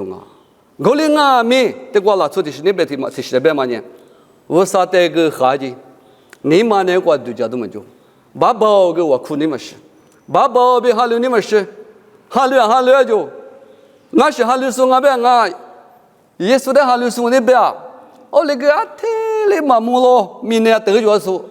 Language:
Lisu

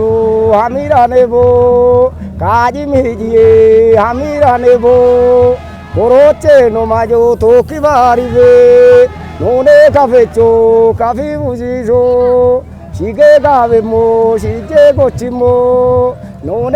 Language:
Kafa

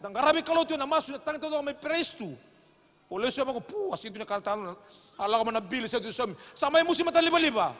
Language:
Fijian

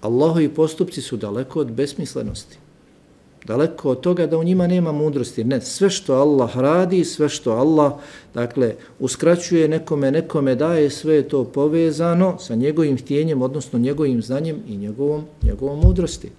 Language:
Bosnian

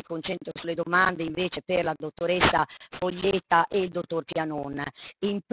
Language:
Italian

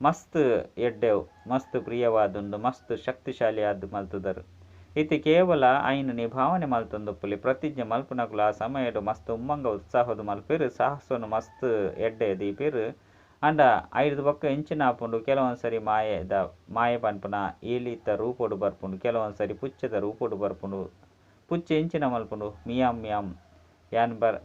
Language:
Tulu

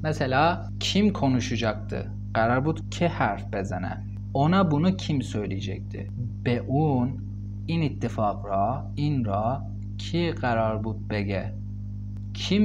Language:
Persian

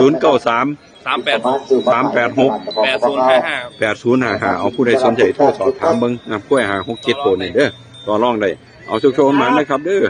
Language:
Northeastern Thai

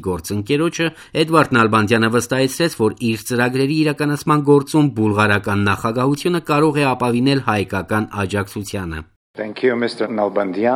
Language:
Armenian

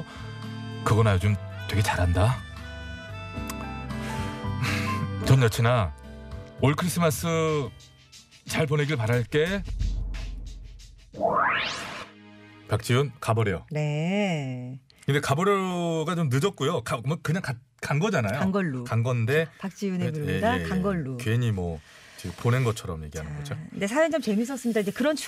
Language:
Korean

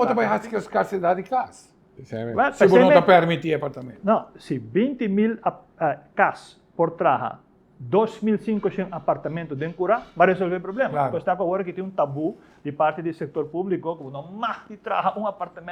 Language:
Papiamento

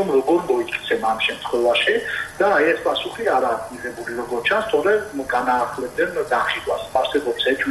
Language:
Georgian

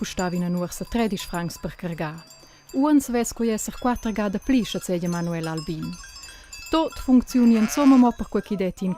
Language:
Romansh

